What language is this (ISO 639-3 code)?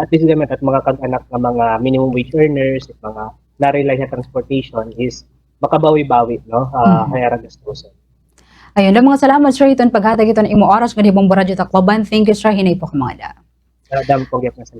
war